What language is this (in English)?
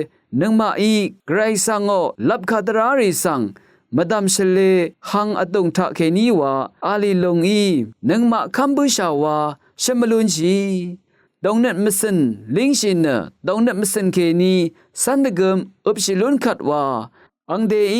Rawang